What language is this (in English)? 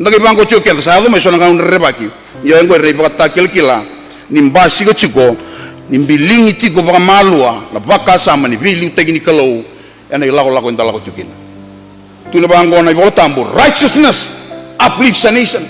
Fijian